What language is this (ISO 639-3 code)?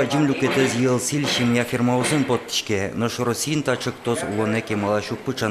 udm